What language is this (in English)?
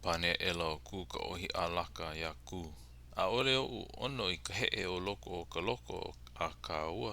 Hawaiian